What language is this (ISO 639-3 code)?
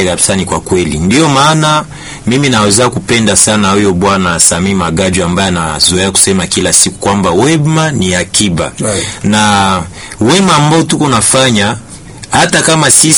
swa